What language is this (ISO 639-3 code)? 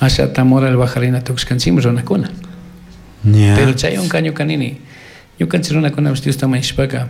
qug